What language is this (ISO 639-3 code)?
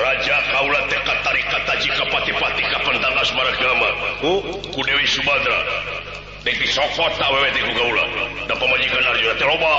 sun